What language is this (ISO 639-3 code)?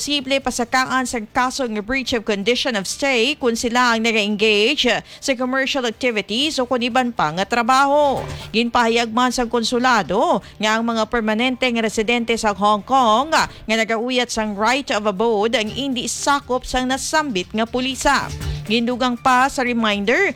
hil